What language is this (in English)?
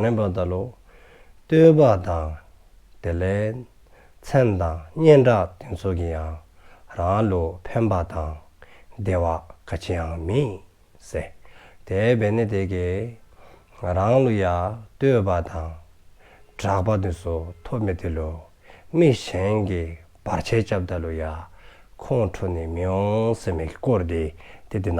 Dzongkha